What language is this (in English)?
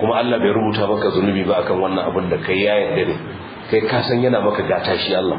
Hausa